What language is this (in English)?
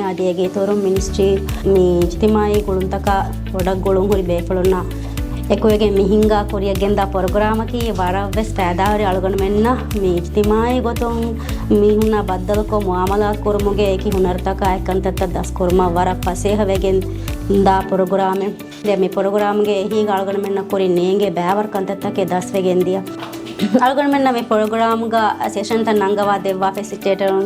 Divehi